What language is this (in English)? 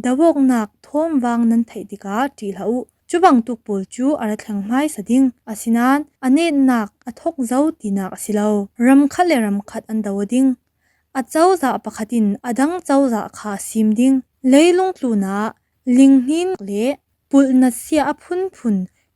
Falam Chin